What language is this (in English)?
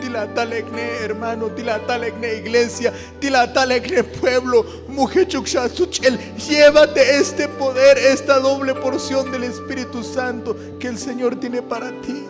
Tzotzil